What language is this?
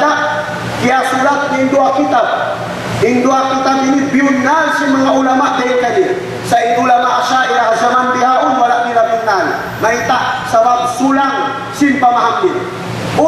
Tausug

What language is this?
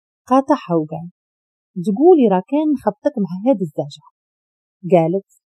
Moroccan Arabic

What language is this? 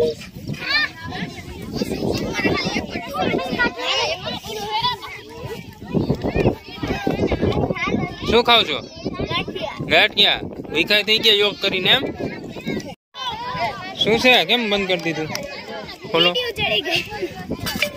Gujarati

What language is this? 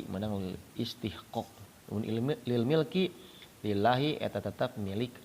Sundanese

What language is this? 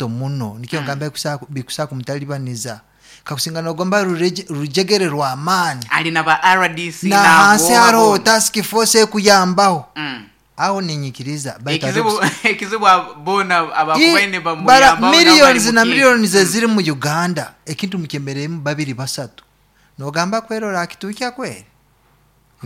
Nyoro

